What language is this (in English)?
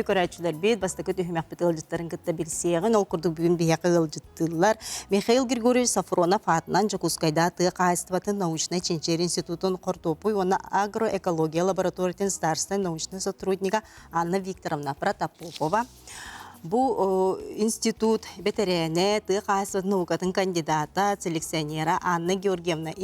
Yakut